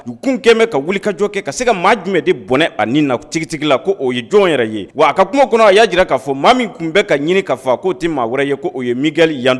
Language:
Bambara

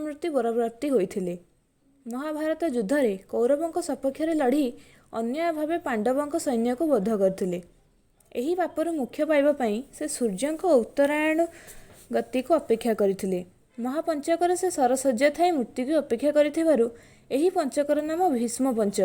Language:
Odia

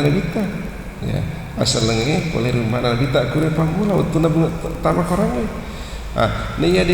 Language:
Buginese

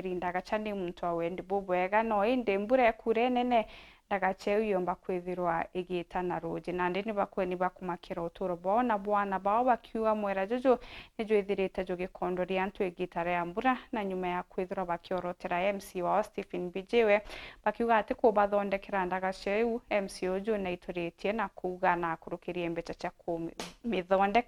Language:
Meru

